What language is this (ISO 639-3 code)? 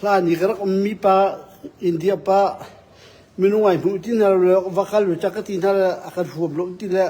cnh